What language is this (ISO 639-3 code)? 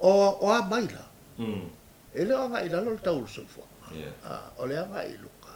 smo